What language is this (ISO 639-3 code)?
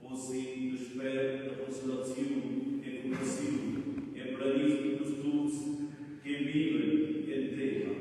roh